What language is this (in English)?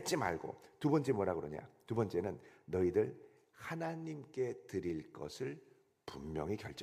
Korean